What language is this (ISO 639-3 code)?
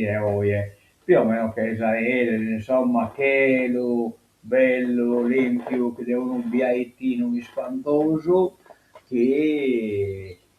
srd